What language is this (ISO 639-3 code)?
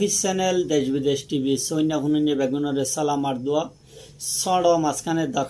rhg